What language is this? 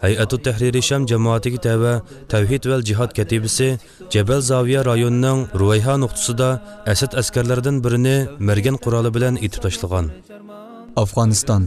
Uyghur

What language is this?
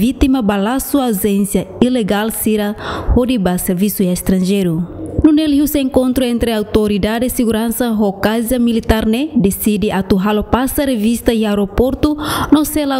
Tetum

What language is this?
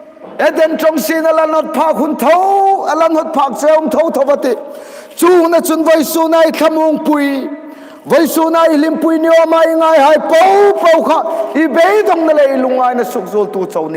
Hmar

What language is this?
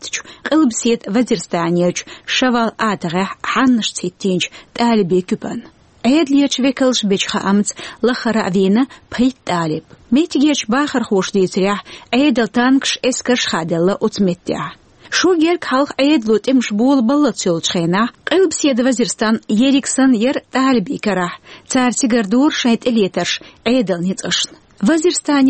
Chechen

